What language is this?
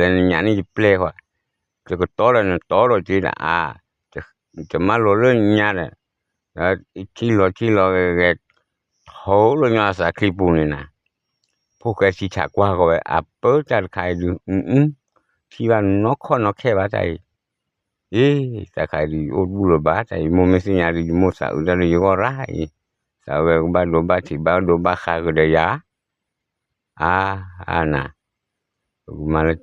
S'gaw Karen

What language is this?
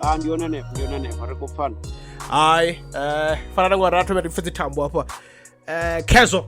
Venda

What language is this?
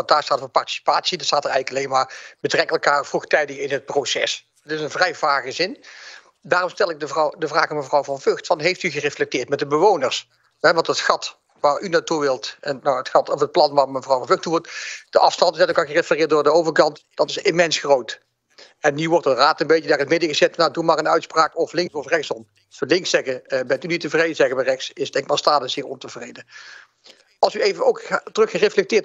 Dutch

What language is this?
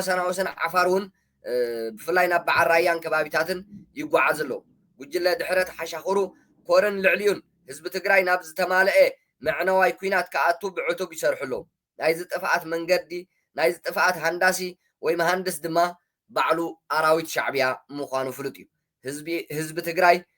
Tigrinya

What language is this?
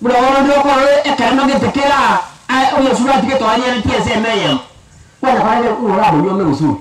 Gusii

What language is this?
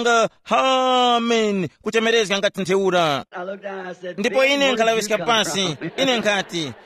Tumbuka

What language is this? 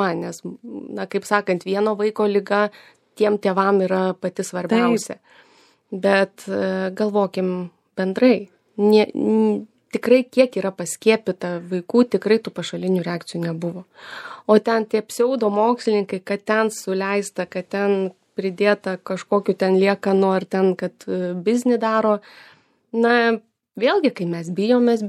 Lithuanian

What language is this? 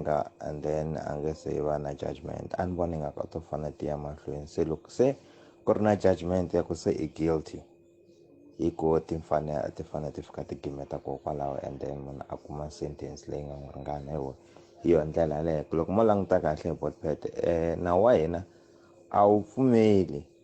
Tsonga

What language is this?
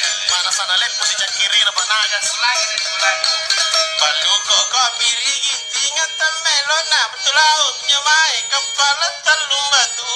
Makasar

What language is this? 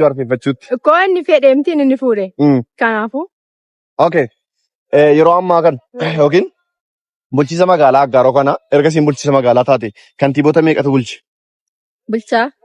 Oromo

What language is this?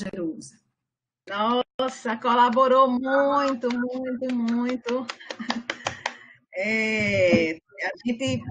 Portuguese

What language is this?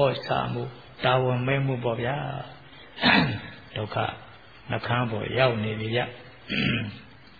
Burmese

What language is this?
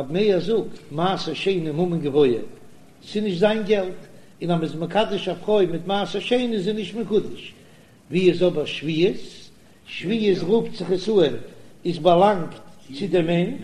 Yiddish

